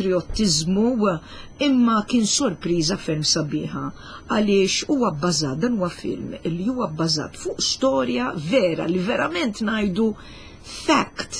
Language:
Maltese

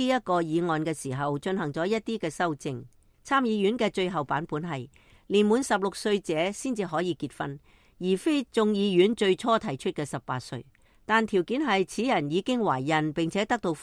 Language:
Cantonese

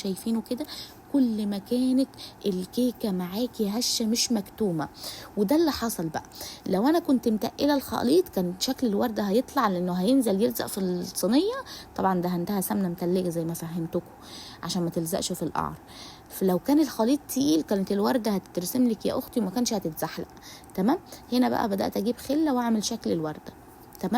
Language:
Egyptian Arabic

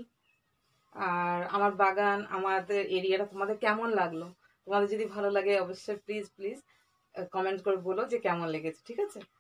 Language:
Bangla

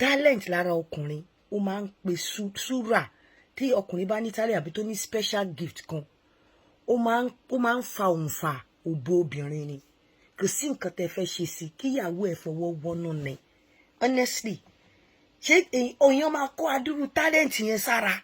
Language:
Yoruba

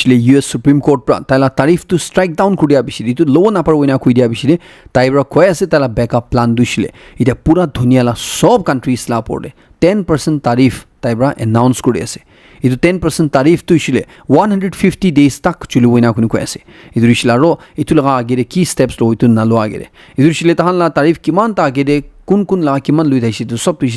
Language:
Naga Pidgin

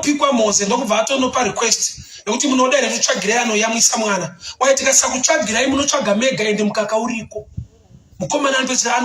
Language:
Shona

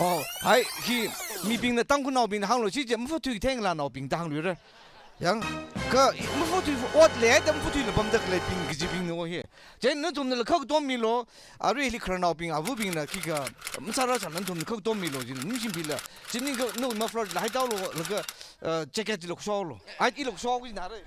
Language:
Tangkhul Naga (India)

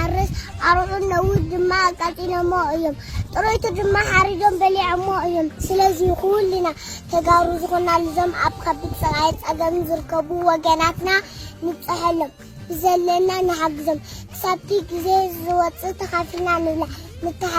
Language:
Tigrinya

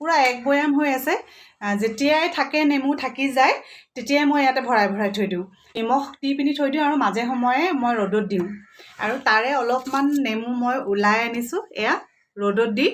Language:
Assamese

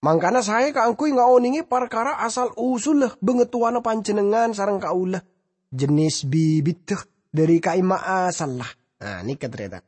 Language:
Madurese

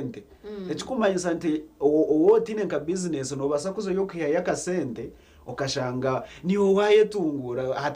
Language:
Nyankole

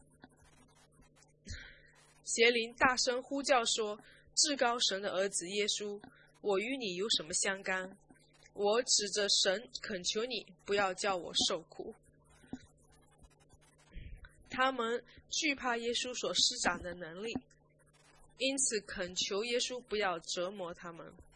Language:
Chinese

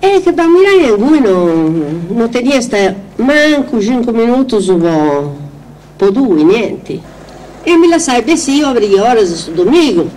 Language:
Sardinian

